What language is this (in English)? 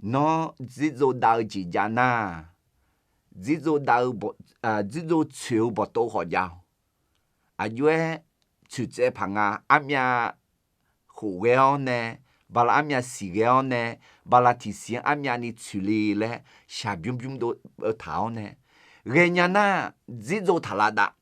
Akha